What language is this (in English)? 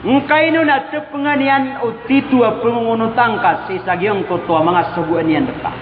Maranao